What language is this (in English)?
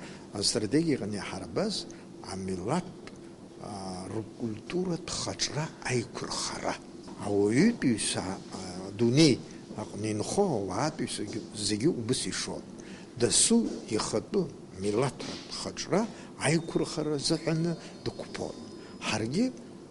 Abkhazian